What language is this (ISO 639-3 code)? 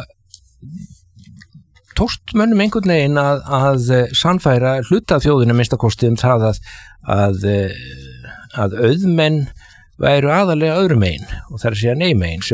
isl